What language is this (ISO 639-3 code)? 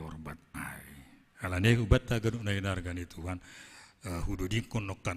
bts